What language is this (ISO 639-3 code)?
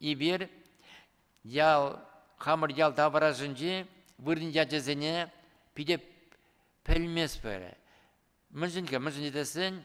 chv